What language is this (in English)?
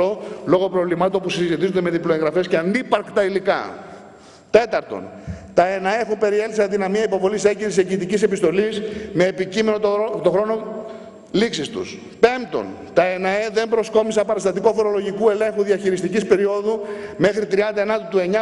Greek